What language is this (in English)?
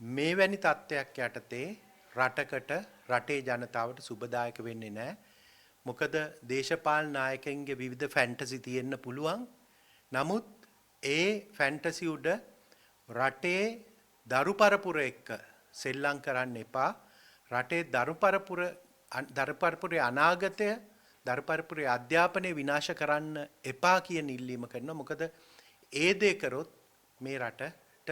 Sinhala